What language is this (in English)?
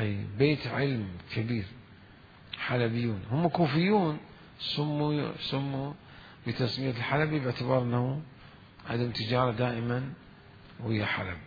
Mesopotamian Arabic